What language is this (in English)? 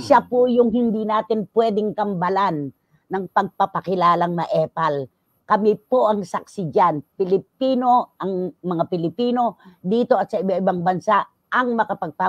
Filipino